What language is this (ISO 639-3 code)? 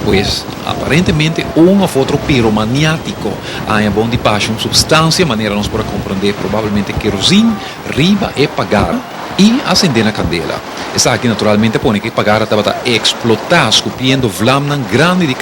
pap